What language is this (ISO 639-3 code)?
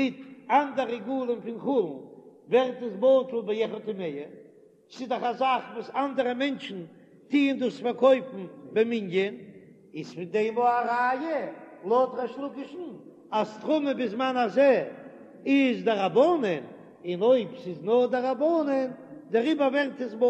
yid